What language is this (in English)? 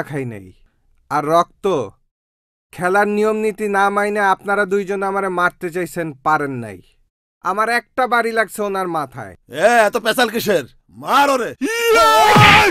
Bangla